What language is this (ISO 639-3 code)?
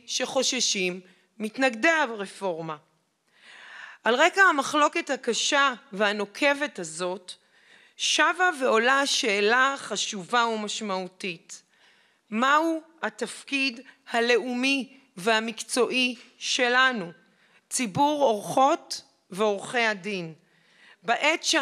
heb